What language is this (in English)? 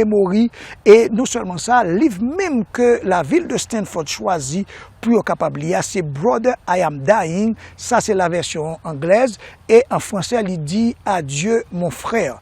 Haitian Creole